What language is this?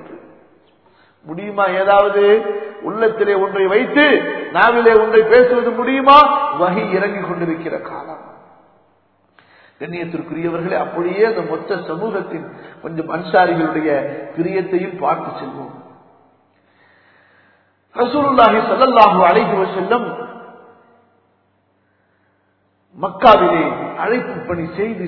Tamil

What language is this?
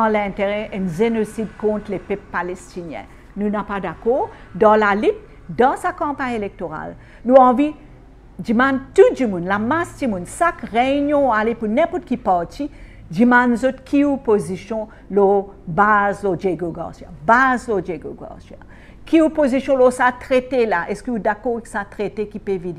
Morisyen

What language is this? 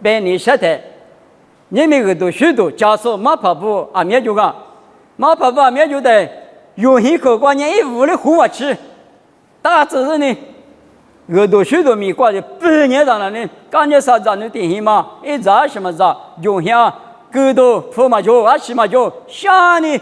Lisu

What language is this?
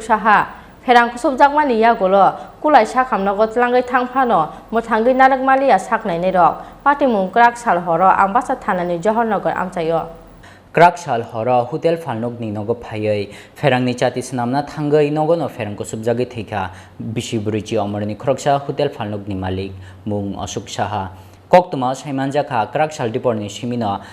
Kok Borok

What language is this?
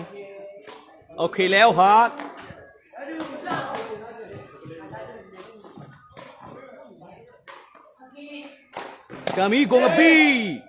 Burmese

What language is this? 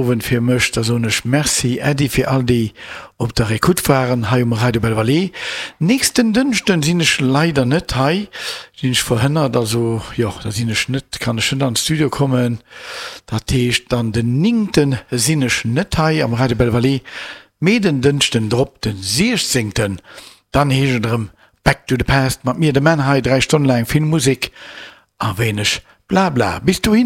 Luxembourgish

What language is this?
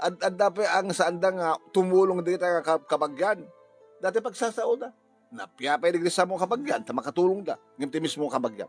Iloko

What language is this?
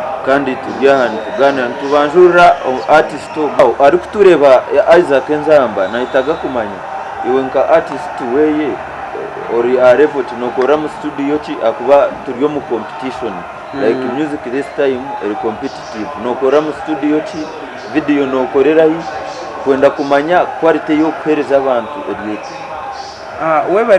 Nyankole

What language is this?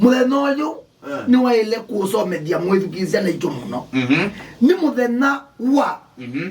Kamba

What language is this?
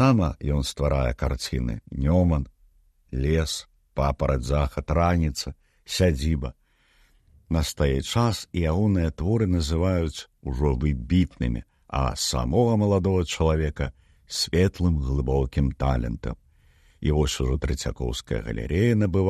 Belarusian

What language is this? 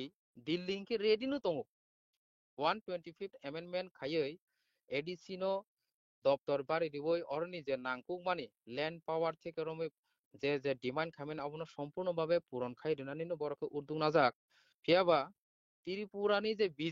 Kok Borok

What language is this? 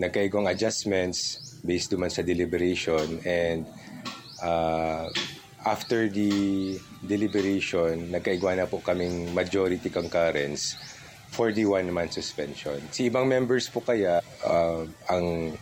Bikol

